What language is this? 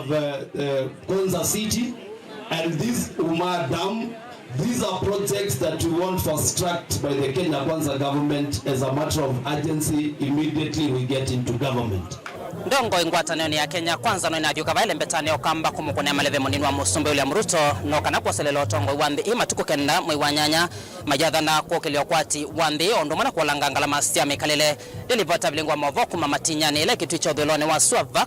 Kamba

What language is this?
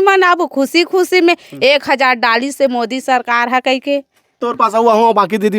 Chhattisgarhi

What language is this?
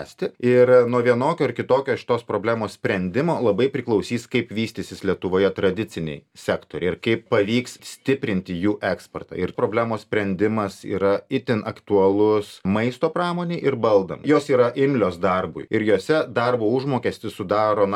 Lithuanian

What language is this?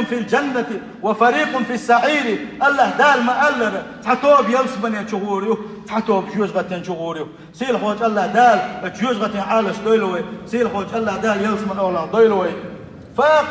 Chechen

